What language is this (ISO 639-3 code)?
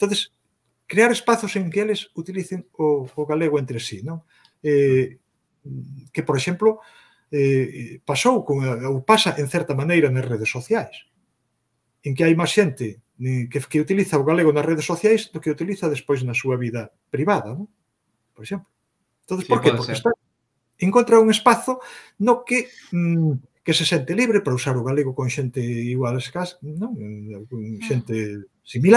glg